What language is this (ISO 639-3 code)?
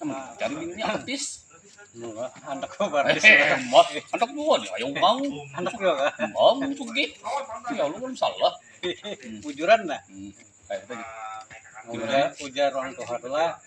bjn